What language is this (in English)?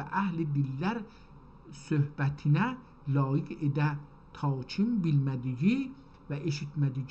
South Azerbaijani